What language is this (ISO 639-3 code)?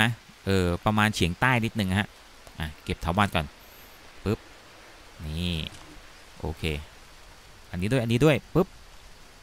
tha